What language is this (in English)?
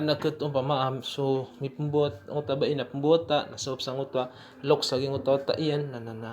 Maranao